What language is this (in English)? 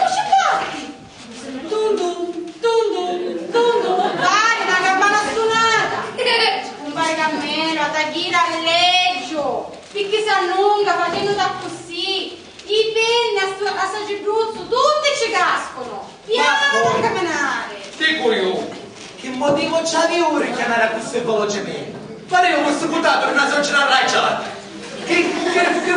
Sicilian